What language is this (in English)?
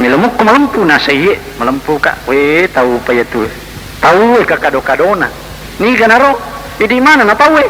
Buginese